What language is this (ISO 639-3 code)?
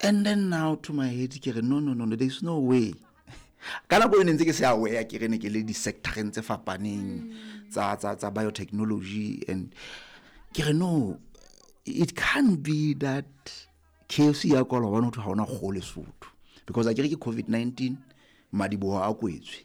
sot